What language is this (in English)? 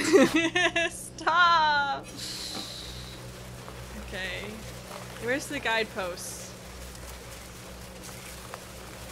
English